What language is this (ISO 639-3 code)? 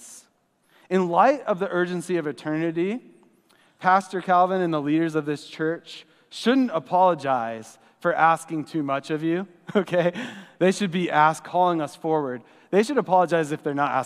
eng